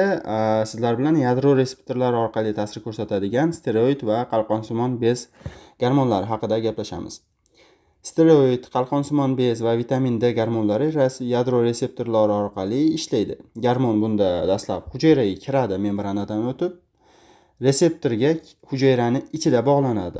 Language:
Uzbek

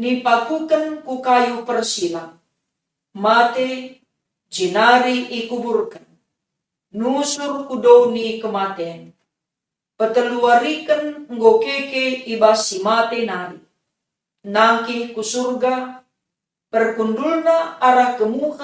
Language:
Batak Karo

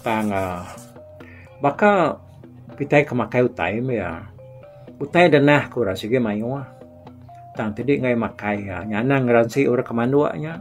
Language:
Iban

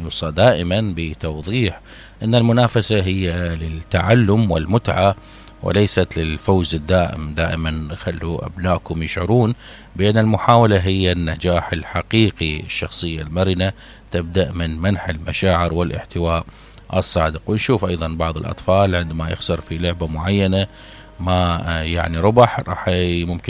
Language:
Mesopotamian Arabic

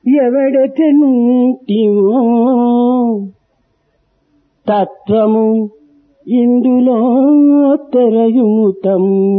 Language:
Telugu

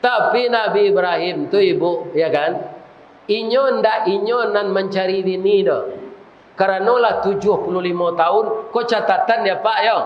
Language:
Minangkabau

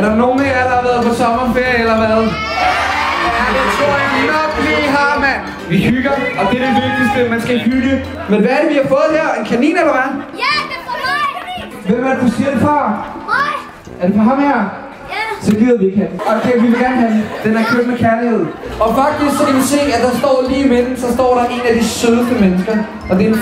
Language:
Danish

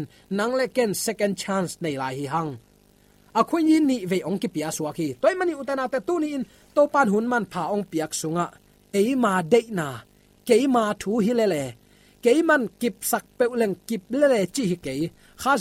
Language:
Tedim Chin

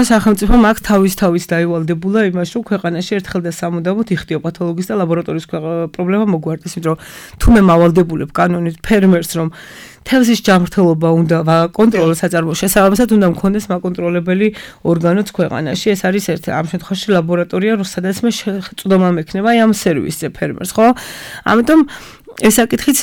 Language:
Georgian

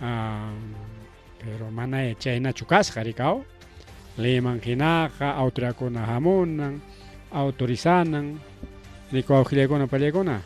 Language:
Ayacucho Quechua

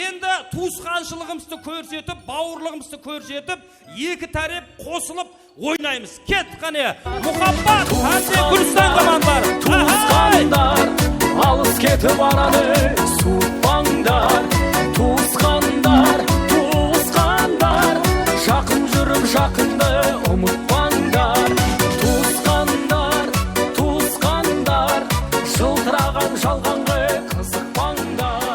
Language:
Kara-Kalpak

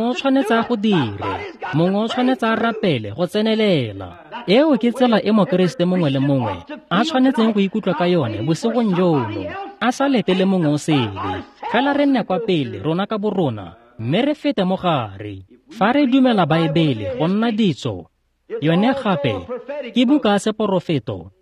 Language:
Tswana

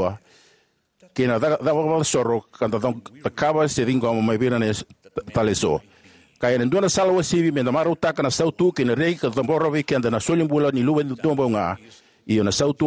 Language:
Fijian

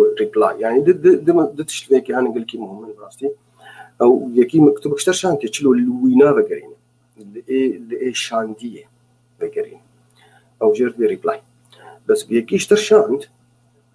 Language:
Kurdish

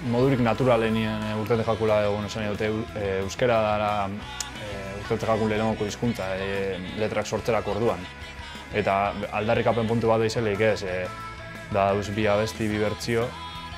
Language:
Basque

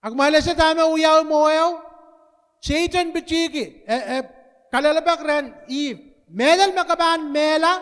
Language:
Pohnpeian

